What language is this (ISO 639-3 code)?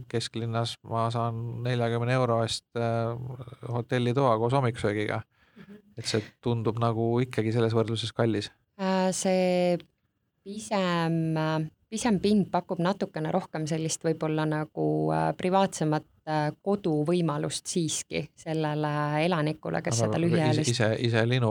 est